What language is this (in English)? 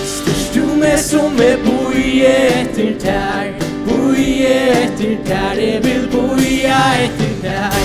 Faroese